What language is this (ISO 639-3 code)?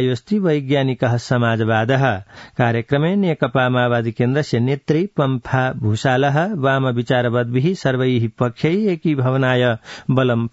san